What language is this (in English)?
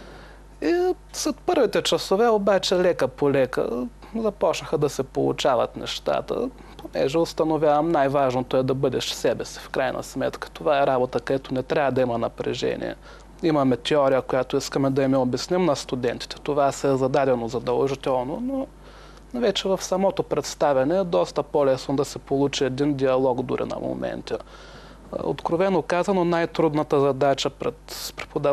Bulgarian